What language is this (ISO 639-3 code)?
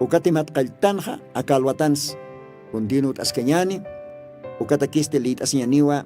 aym